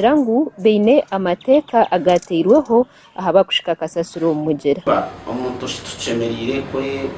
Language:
Nyankole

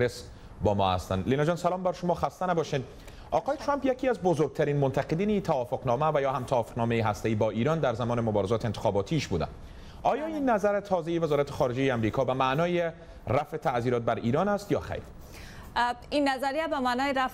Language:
Persian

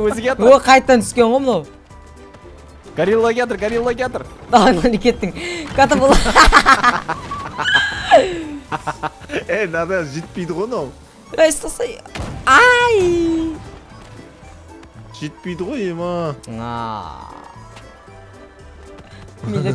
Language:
Kazakh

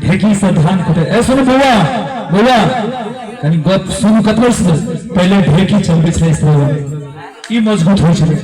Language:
Maithili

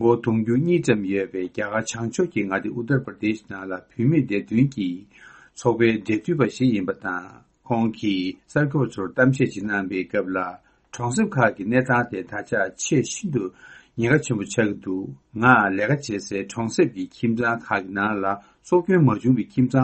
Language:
Tibetan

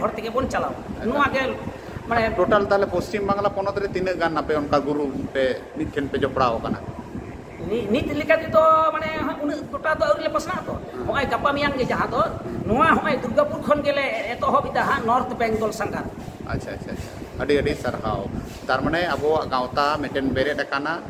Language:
Santali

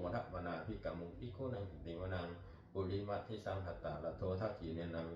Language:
Pali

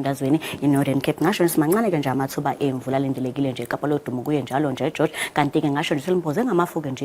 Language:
Zulu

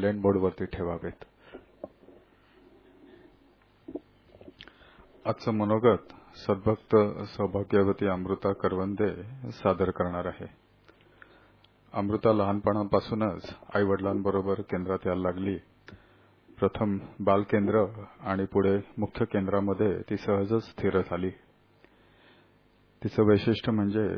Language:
Marathi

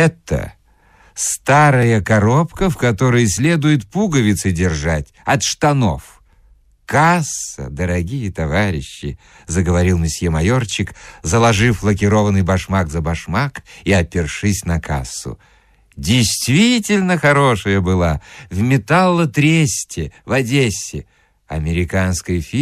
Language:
Russian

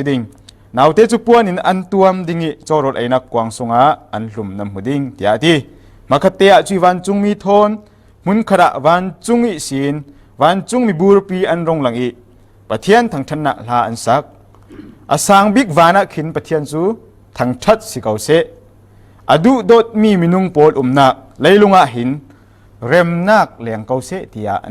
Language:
Falam Chin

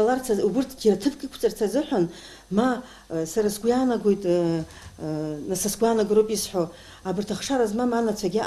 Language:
Abkhazian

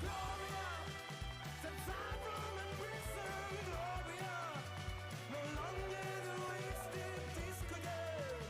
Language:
Swiss German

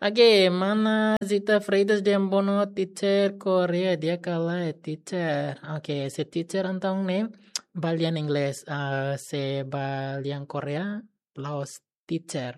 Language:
Tetum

